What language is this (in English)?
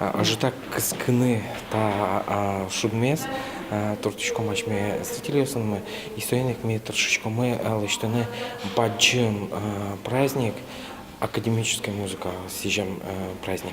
Udmurt